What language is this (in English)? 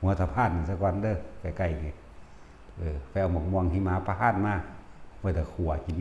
Northeastern Thai